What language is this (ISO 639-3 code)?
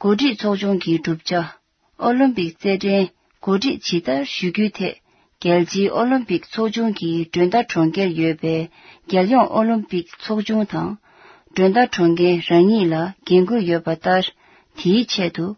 bod